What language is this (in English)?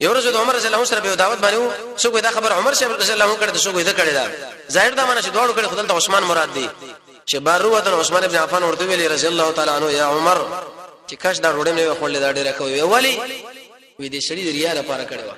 Pashto